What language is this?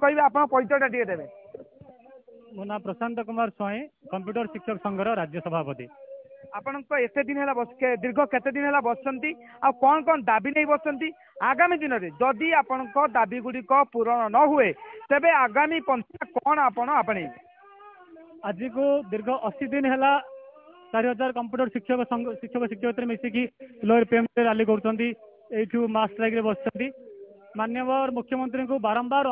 Odia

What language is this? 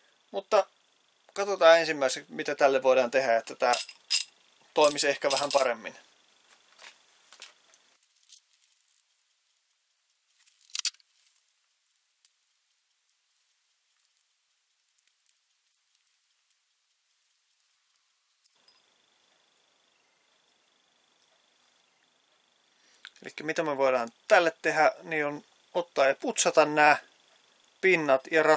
Finnish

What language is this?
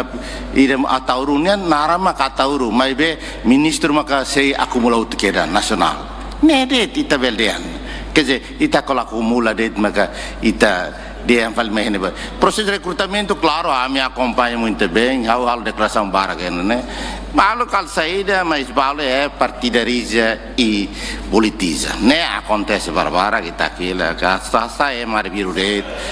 Tetum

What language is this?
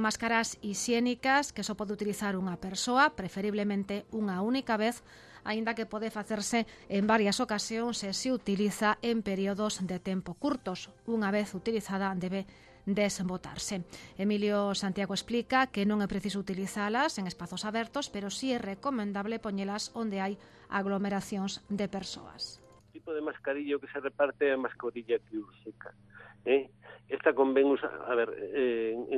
Galician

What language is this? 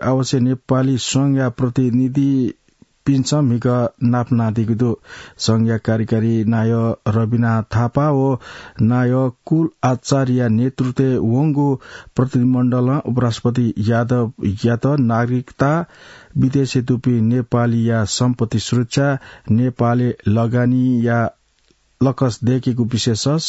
Newari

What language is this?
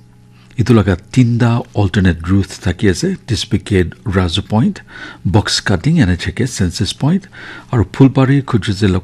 Naga Pidgin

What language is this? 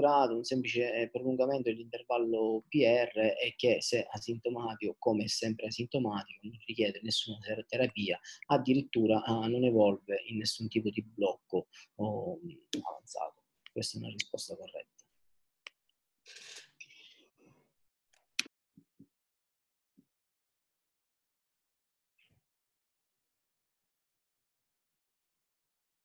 Italian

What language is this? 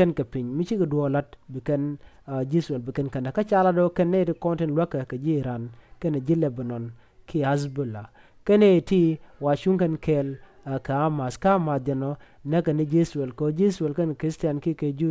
Nuer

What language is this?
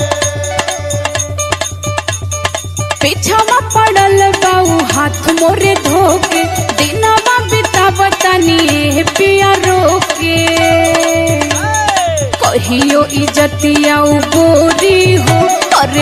Bhojpuri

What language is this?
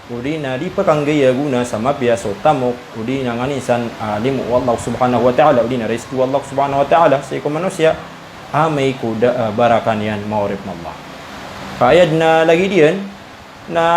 Maranao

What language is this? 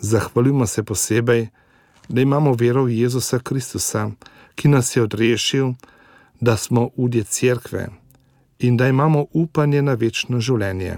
Slovenian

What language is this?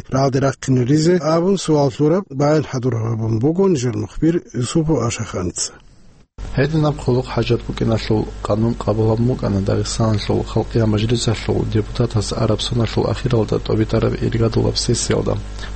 Avaric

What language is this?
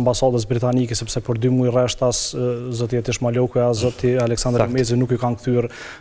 Albanian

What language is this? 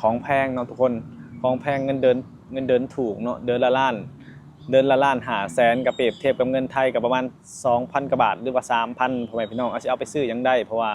Lao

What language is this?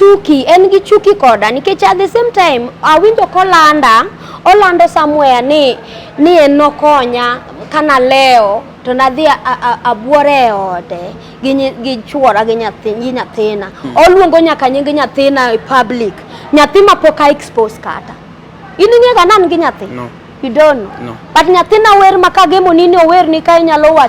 Luo (Kenya and Tanzania)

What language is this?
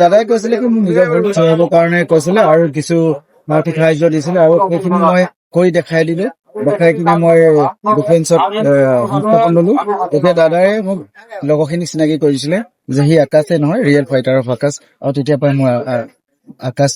Assamese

